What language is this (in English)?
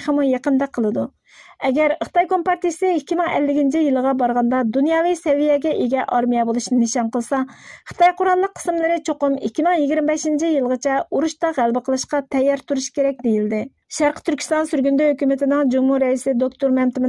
Uyghur